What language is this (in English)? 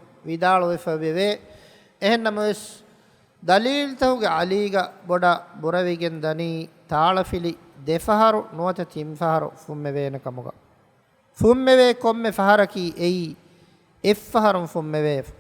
Divehi